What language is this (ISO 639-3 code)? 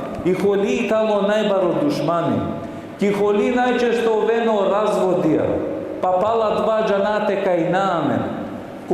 rmn